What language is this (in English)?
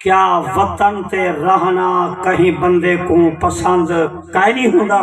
Saraiki